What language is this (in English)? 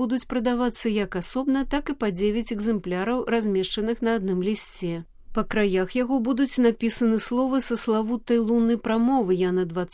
Belarusian